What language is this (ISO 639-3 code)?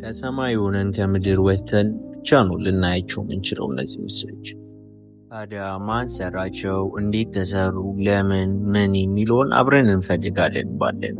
amh